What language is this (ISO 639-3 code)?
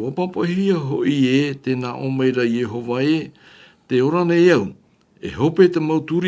tah